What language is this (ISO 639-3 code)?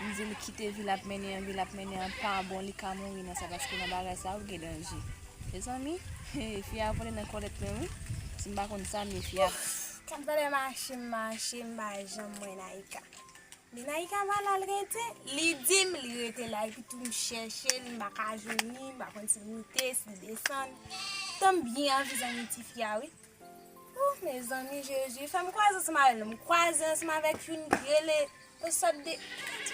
hat